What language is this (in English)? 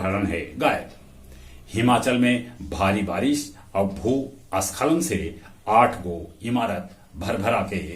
Magahi